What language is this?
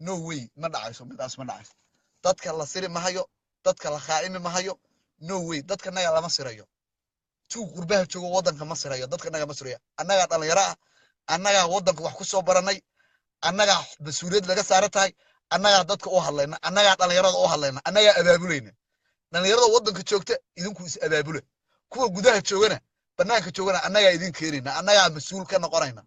Somali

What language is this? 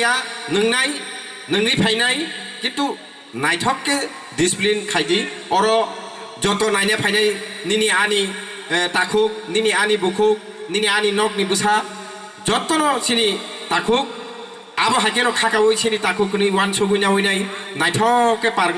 Kok Borok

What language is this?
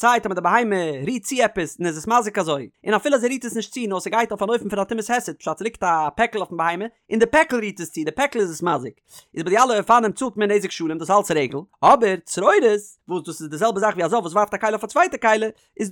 Yiddish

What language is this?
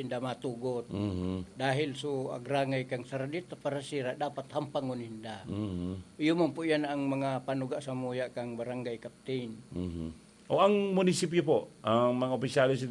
Bikol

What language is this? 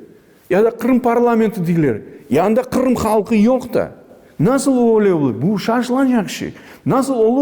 Crimean Tatar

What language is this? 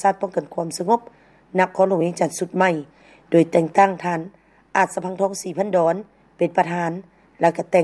Lao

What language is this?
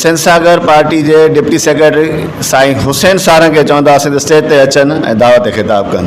Sindhi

